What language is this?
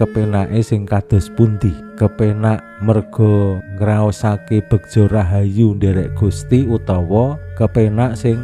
Javanese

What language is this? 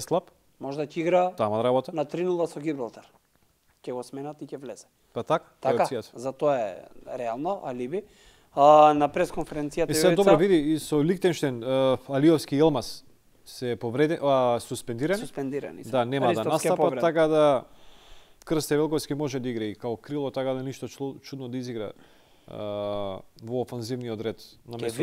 Macedonian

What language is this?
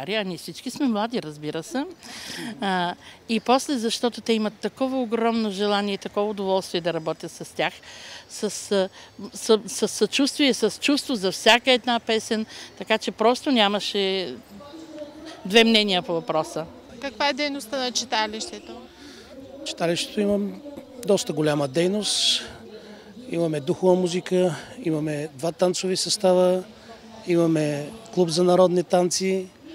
Bulgarian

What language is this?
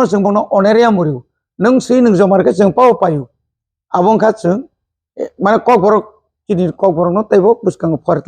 Kok Borok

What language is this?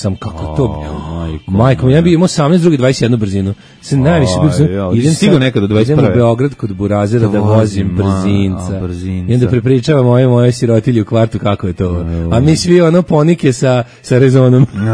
Serbian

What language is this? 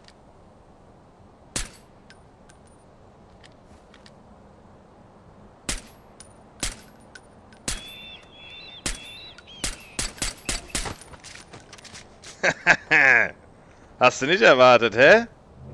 German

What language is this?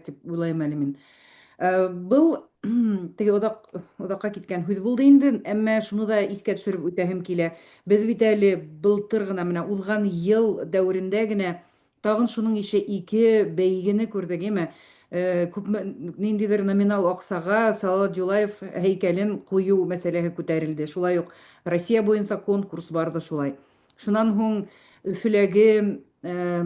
Bashkir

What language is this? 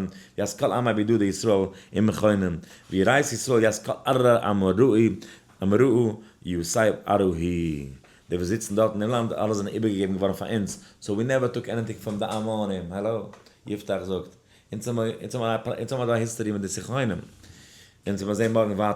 Yiddish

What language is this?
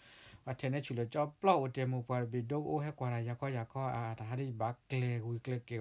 S'gaw Karen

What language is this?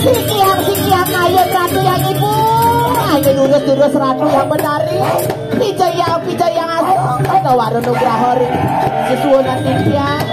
Balinese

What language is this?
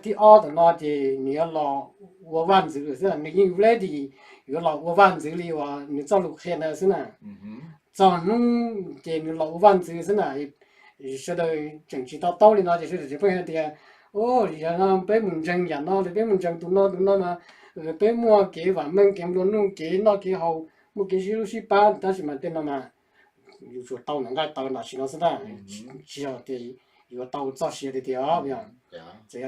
Hmong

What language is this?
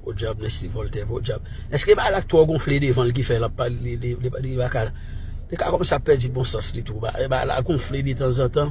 Haitian Creole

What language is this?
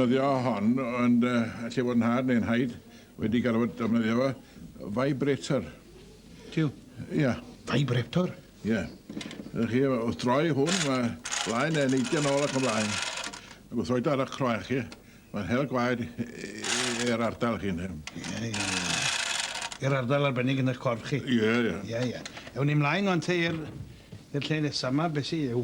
Welsh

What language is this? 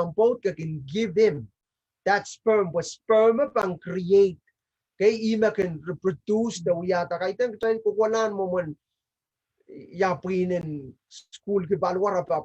Pohnpeian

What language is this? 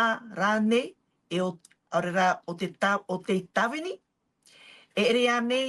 Tahitian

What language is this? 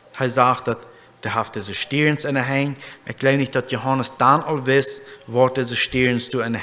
Plautdietsch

